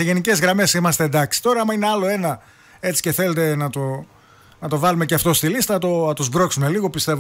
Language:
Greek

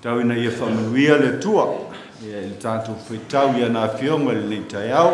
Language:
Samoan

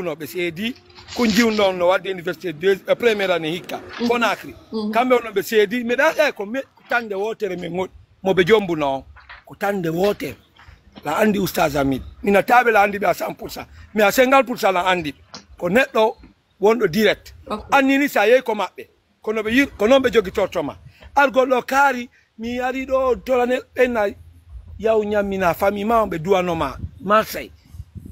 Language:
Fula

